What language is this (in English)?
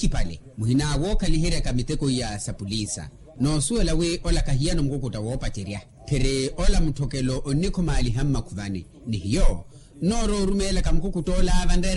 Makhuwa